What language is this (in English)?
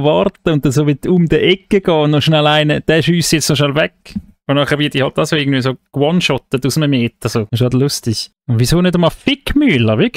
Swiss German